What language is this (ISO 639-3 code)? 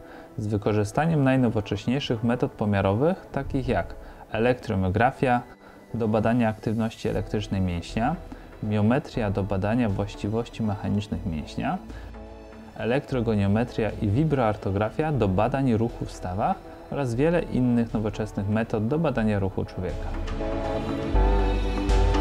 pol